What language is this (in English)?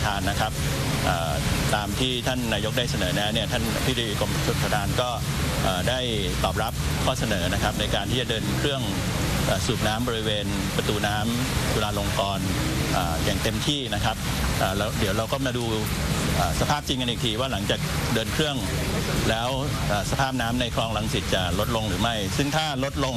Thai